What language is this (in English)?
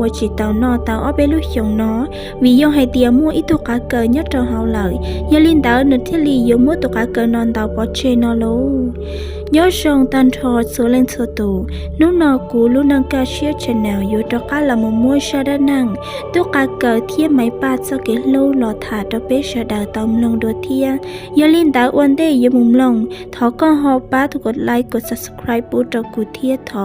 Hmong